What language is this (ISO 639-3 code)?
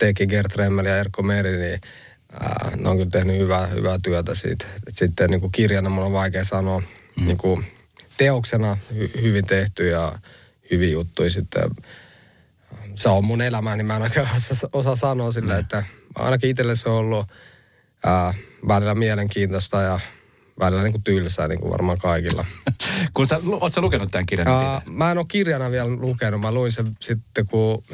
fin